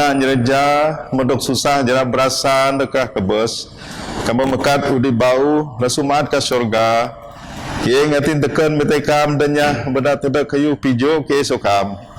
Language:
Biatah Bidayuh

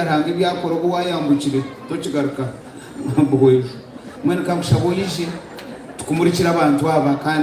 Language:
Nyankole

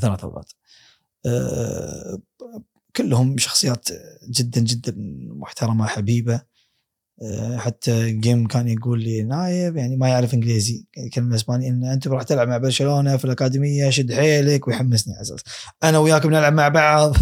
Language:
Gulf Arabic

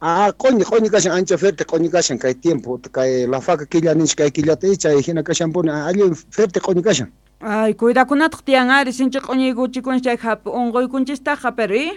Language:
South Bolivian Quechua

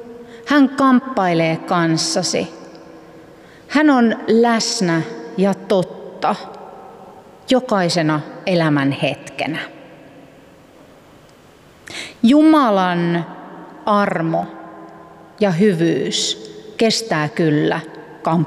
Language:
Finnish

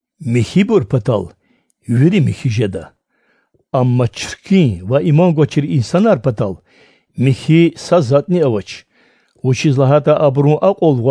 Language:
Lezghian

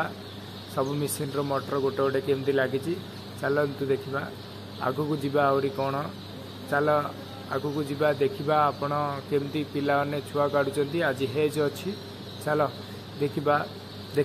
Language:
Odia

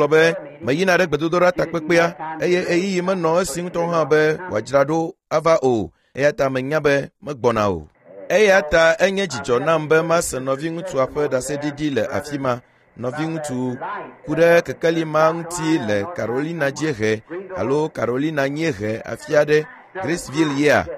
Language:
Ewe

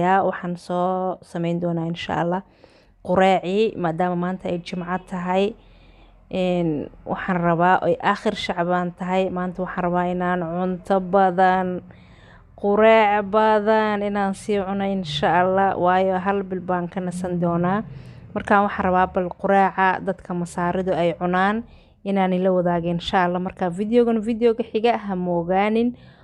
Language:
Somali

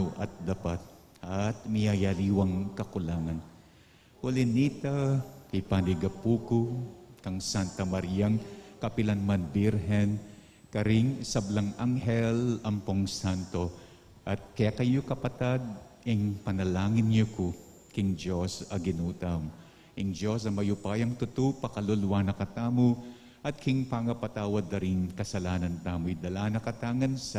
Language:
Pampanga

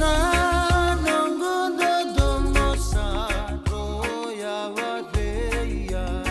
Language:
Fijian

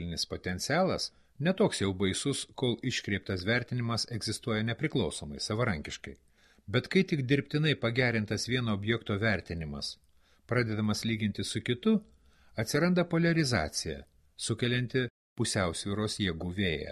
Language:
Lithuanian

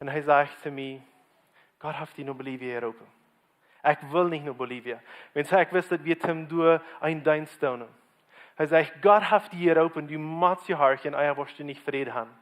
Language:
Plautdietsch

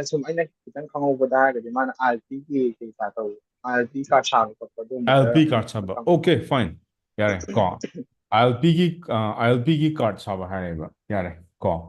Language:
Manipuri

